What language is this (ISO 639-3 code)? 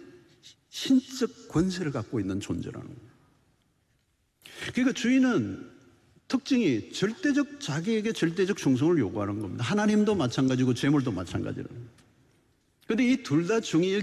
kor